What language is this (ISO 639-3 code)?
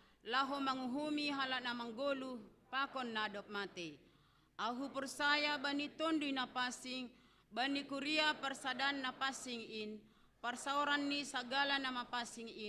bts